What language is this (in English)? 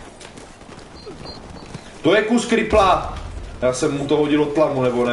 Czech